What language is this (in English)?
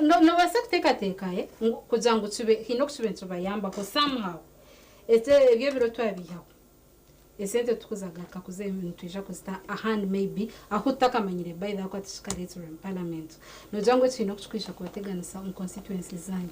Nyankole